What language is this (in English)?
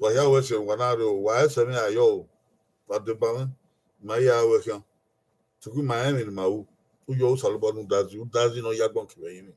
Bini